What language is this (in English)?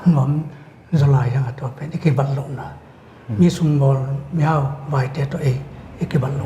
Paite Chin